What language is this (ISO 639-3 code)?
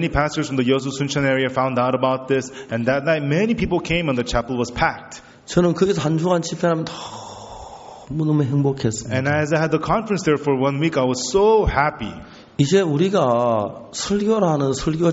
kor